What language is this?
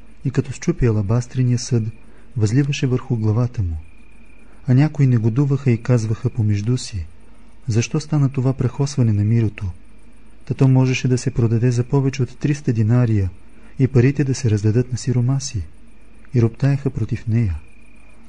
Bulgarian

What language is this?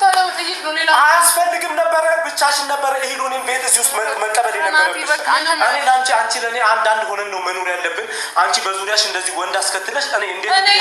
Amharic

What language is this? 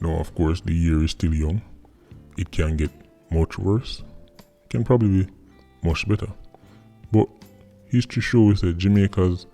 Jamaican Creole English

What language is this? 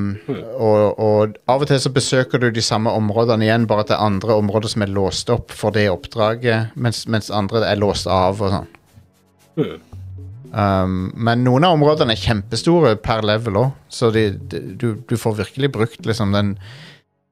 Norwegian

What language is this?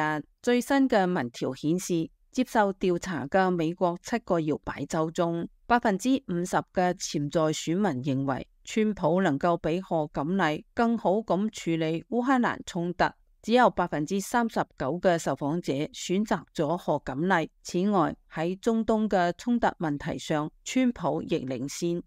Cantonese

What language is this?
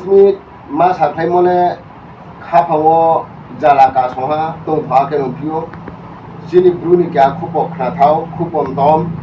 Riang (India)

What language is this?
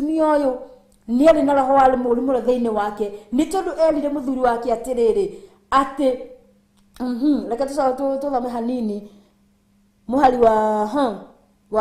Kikuyu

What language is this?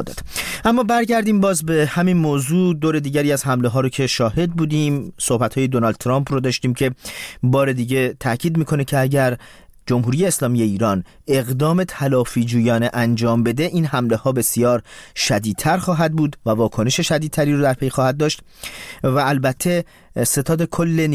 Persian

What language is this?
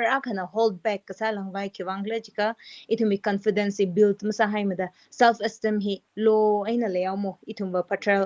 Tangkhul Naga (India)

